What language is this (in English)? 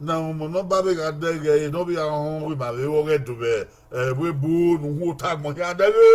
Bini